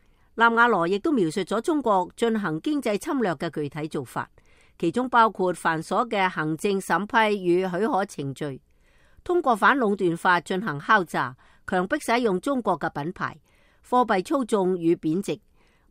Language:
Cantonese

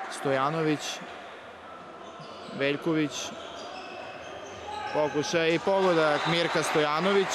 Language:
Serbian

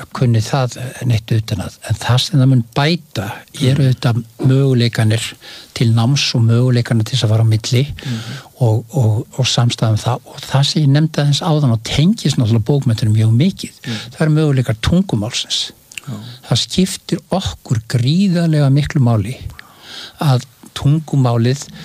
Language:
Icelandic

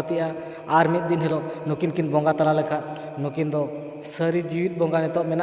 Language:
Santali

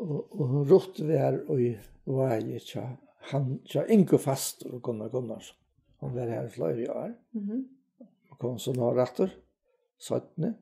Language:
Faroese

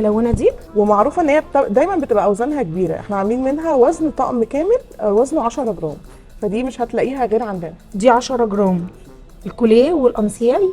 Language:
Egyptian Arabic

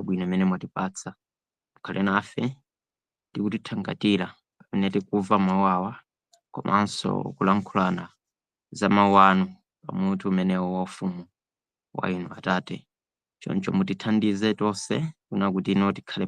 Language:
Nyanja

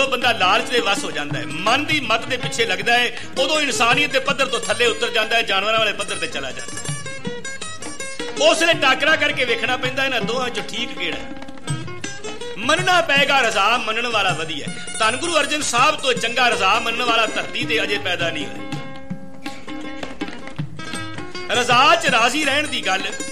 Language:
Punjabi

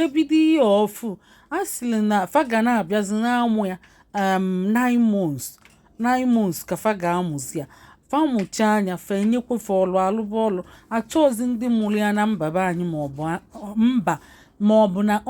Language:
Igbo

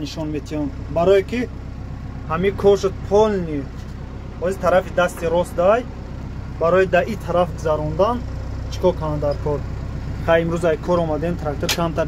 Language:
Tajik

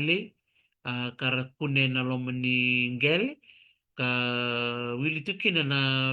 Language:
Fijian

